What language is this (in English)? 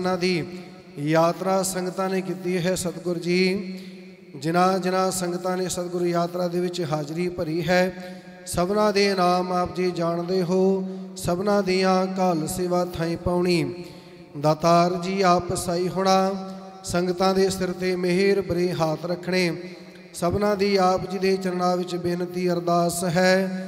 Punjabi